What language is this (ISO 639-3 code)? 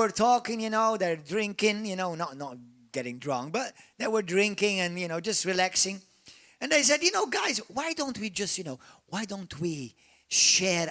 eng